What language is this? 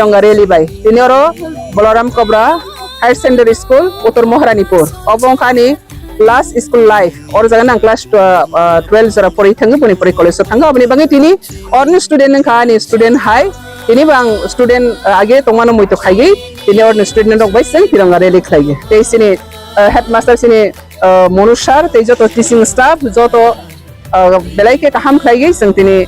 Kok Borok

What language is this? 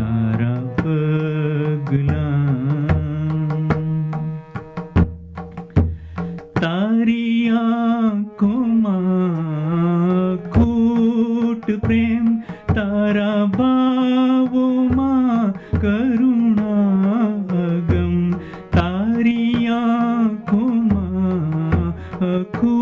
Gujarati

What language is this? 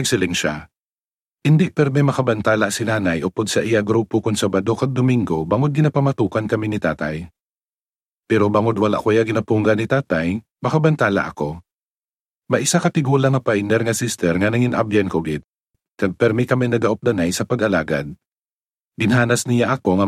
Hiligaynon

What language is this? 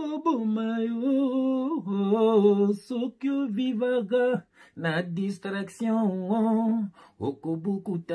Lingala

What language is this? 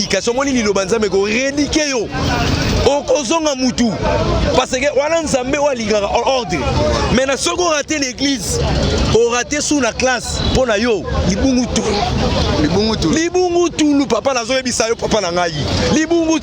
Lingala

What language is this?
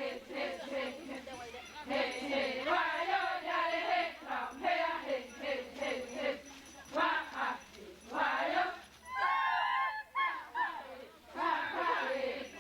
Xavánte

